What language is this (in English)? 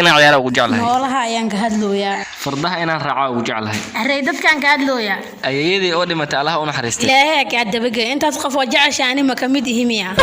Somali